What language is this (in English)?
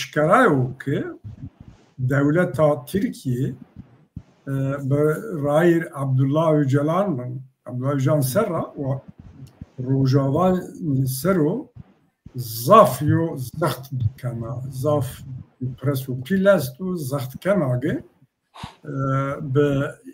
Zaza